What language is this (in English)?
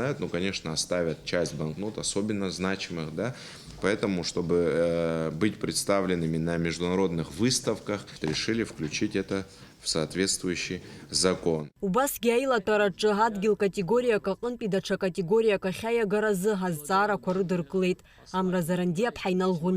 Abkhazian